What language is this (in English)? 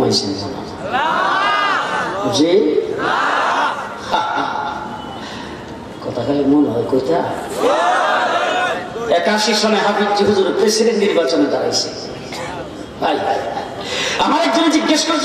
Bangla